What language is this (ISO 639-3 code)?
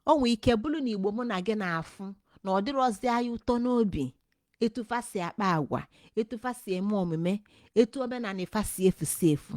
ibo